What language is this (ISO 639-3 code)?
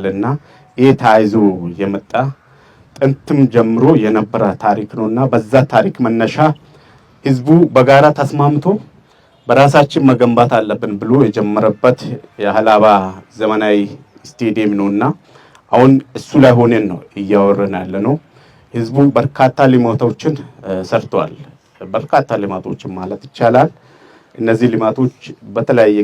amh